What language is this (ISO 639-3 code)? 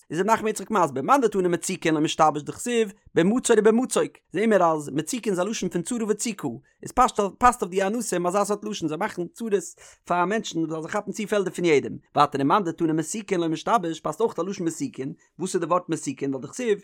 yid